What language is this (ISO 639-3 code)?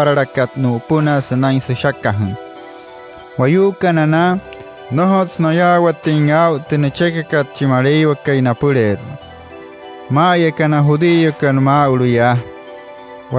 guc